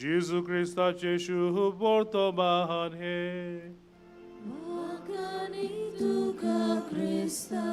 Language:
Konkani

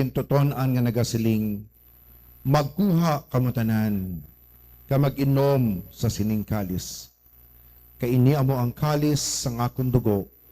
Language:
Hiligaynon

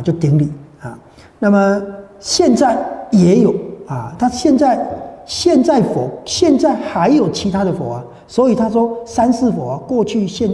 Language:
Chinese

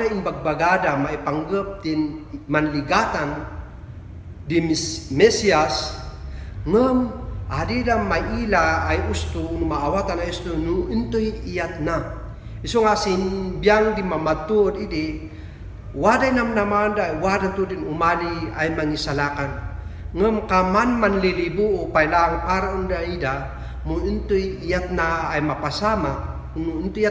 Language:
Kankanaey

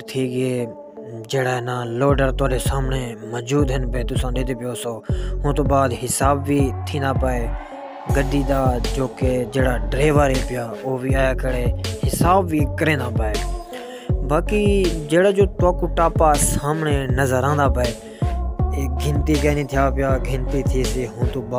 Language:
Saraiki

